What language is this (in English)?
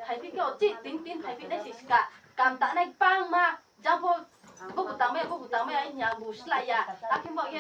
Riang (India)